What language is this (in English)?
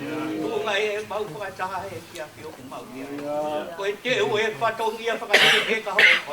Tongan